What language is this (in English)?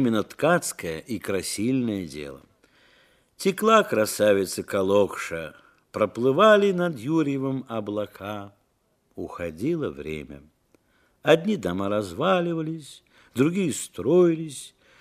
Russian